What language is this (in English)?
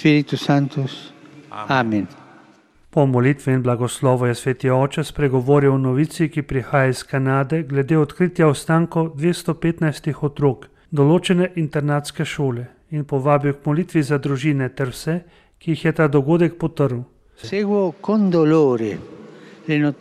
Slovenian